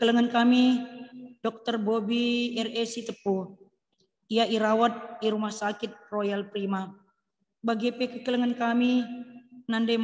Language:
Batak Karo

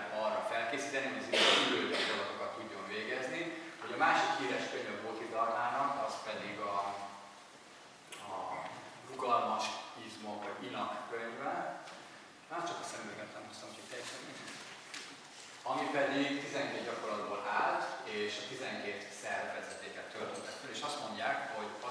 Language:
Hungarian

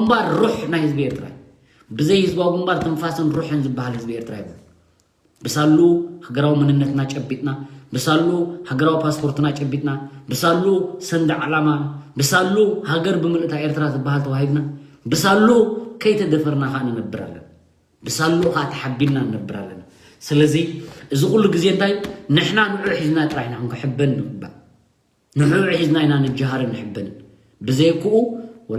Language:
Tigrinya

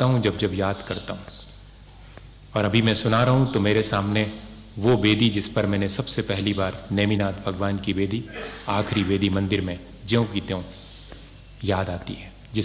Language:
Hindi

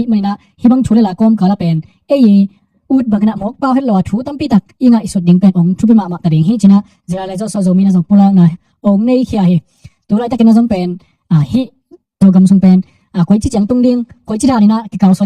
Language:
Tedim Chin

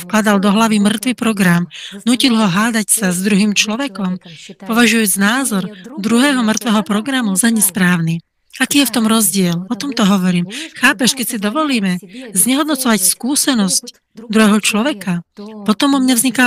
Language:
Slovak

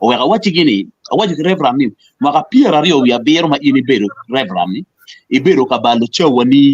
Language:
Acoli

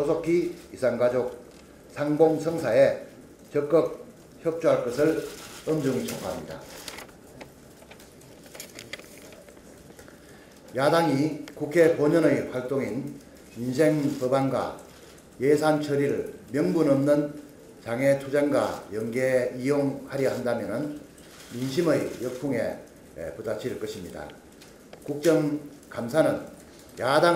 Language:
Korean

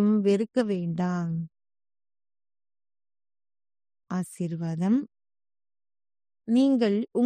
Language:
Tamil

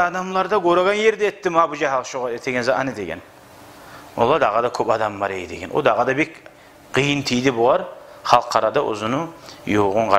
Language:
Kumyk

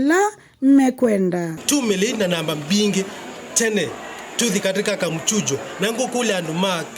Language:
Kamba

